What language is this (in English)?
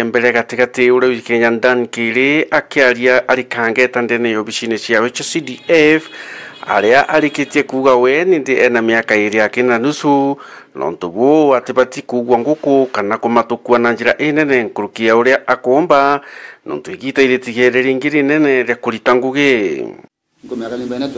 Meru